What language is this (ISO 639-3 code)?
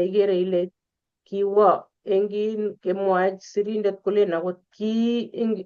kln